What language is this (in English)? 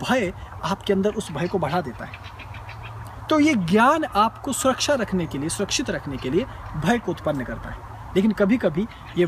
Hindi